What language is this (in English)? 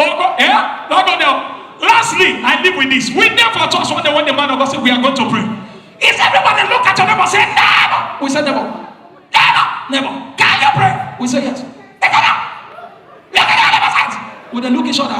Nigerian Pidgin